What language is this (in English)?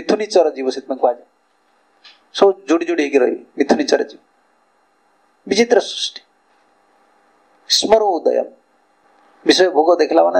Odia